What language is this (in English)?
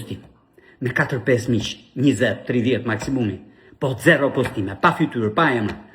Albanian